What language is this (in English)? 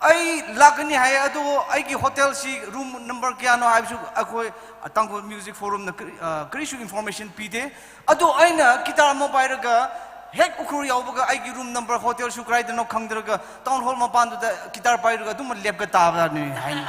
Tangkhul Naga (India)